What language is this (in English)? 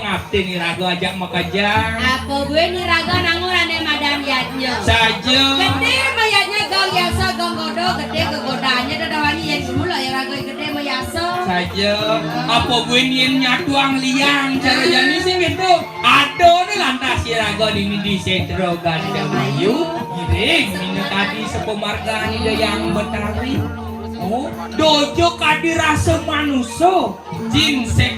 Balinese